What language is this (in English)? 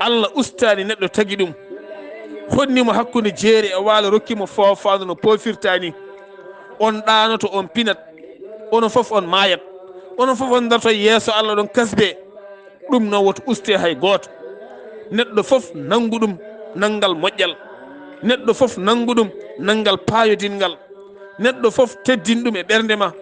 Fula